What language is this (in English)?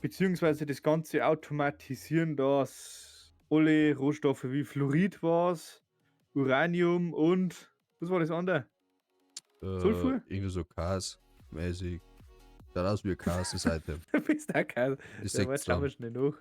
Bavarian